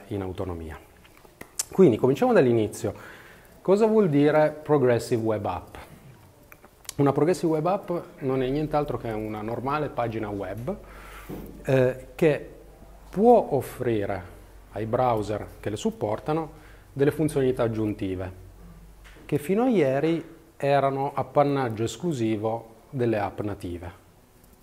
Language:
Italian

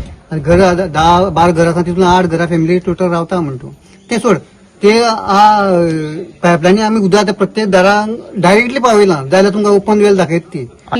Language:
Konkani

